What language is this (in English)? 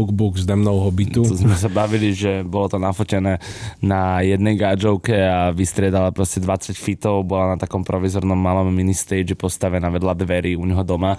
Slovak